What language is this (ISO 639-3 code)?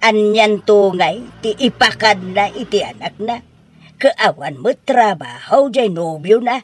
ilo